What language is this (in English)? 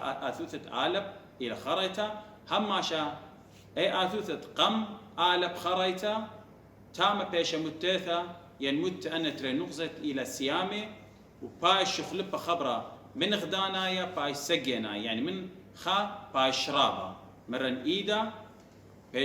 Assyrian Neo-Aramaic